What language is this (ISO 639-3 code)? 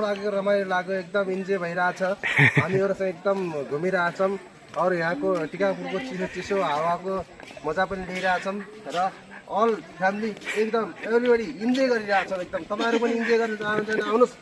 nep